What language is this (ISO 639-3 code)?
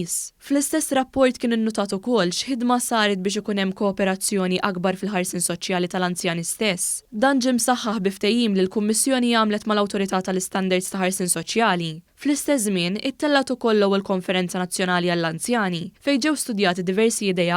mlt